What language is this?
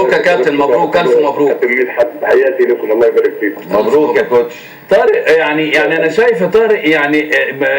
Egyptian Arabic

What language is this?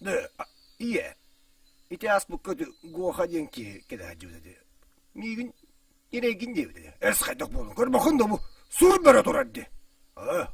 Yakut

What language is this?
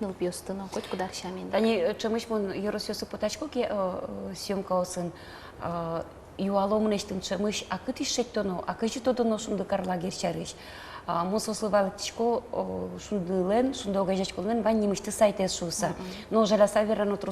Udmurt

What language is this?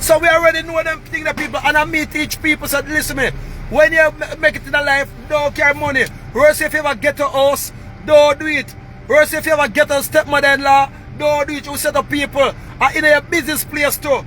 Jamaican Creole English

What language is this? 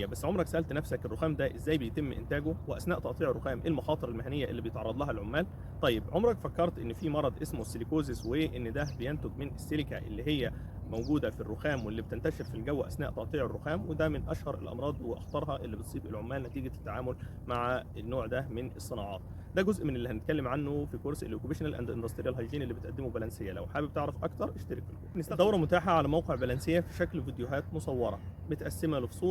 Egyptian Arabic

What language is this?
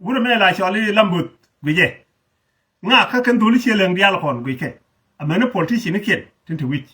Nuer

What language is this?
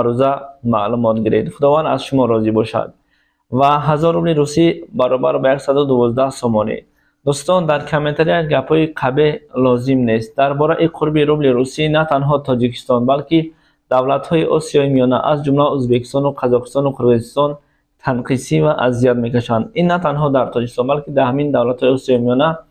Tajik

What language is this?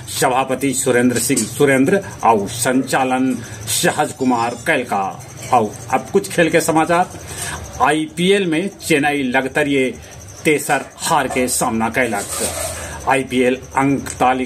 Magahi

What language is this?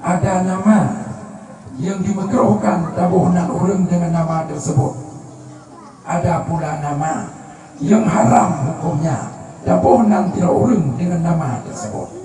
Achinese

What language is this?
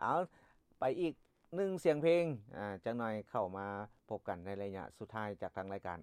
Lao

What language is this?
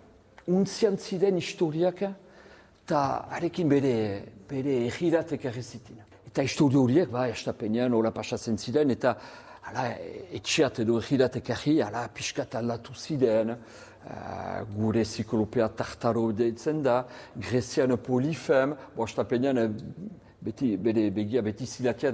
Basque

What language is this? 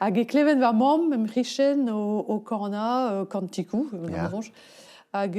Breton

